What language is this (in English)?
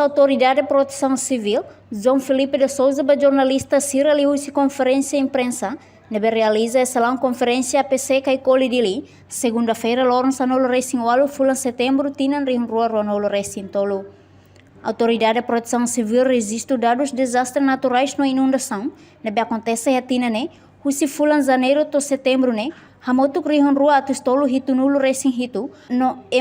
Tetum